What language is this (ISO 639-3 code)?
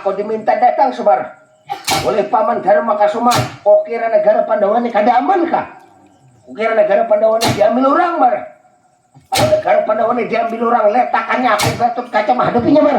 bjn